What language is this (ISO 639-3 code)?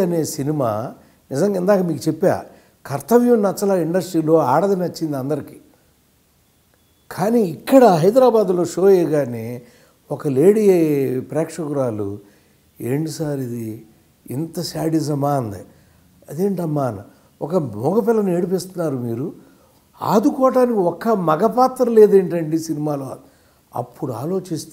tel